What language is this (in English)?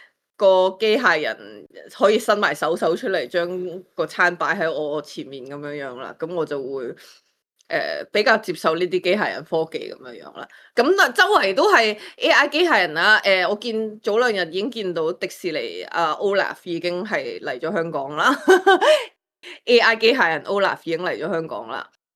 Cantonese